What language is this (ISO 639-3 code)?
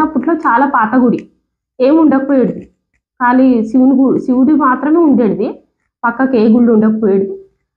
tel